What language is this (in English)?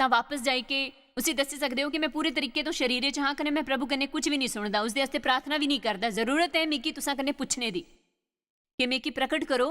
Dogri